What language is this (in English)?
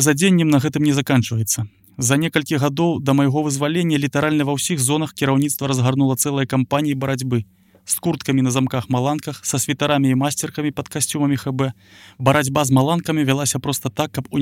Belarusian